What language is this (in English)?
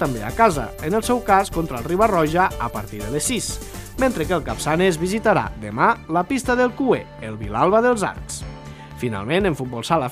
Catalan